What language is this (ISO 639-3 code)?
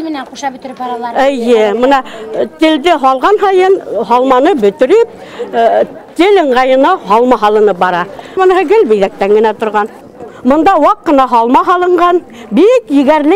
bak